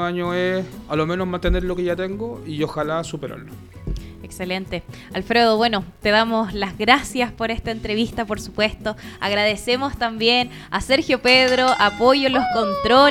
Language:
Spanish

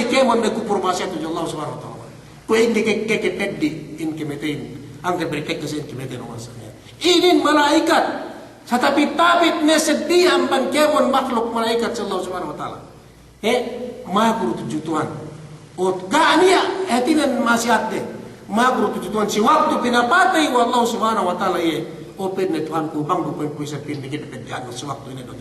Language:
Yakan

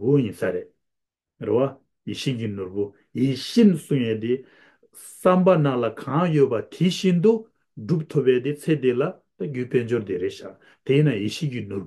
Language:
Tibetan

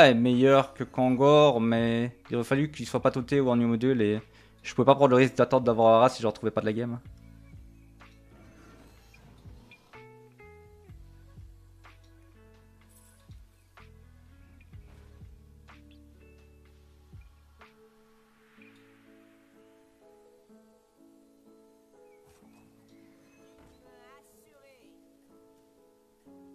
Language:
French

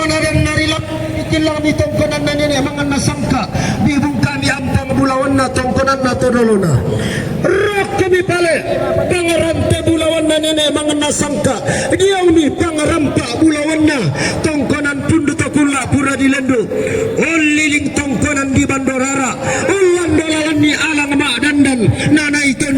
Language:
Toraja-Sa'dan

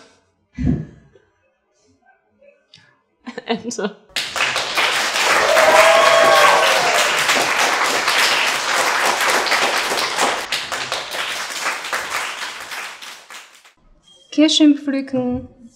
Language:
German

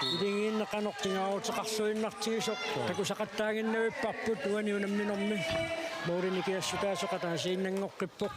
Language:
Kalaallisut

